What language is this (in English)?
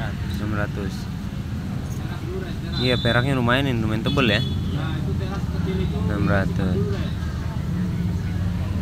Indonesian